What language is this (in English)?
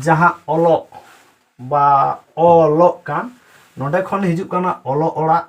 Santali